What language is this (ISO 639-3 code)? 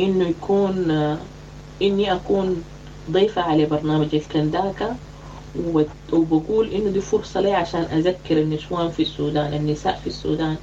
apd